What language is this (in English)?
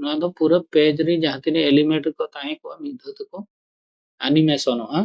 Santali